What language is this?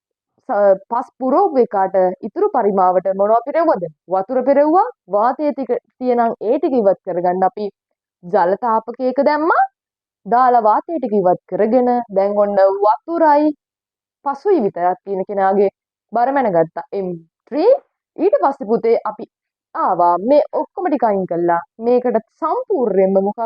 Sinhala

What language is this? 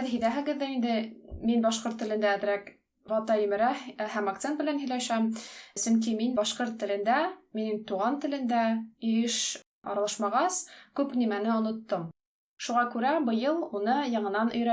Bashkir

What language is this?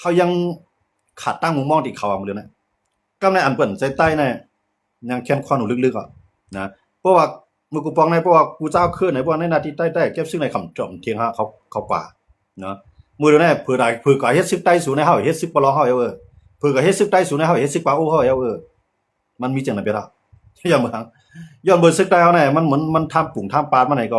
Shan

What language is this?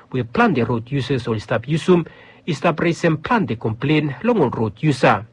Bislama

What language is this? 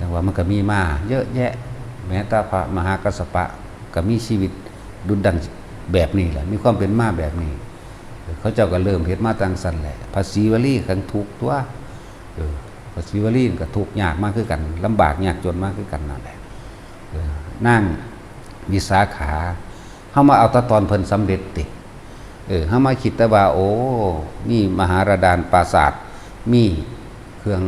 Northeastern Thai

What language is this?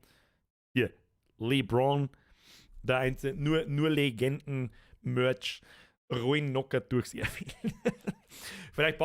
Bavarian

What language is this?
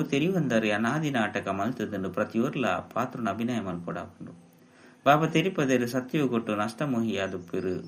Tulu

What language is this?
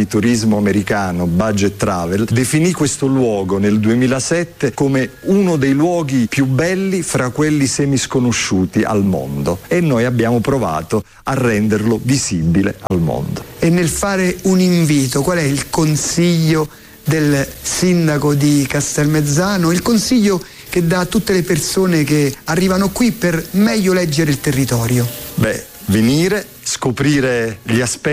Italian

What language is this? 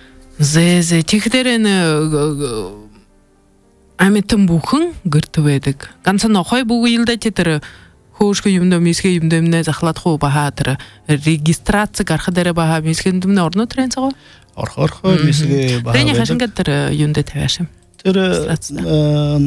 Buriat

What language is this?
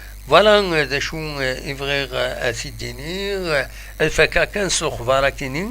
Kabyle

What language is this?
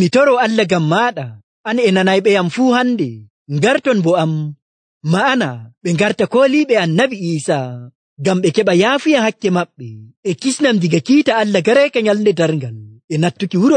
Nigerian Fulfulde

